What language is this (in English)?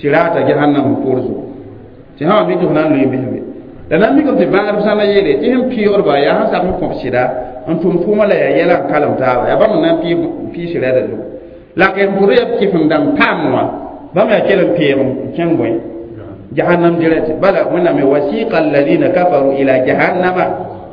Mossi